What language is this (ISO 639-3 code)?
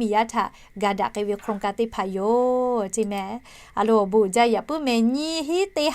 lhu